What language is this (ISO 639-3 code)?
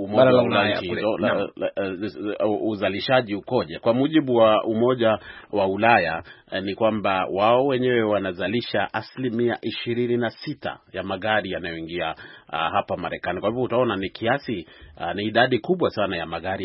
swa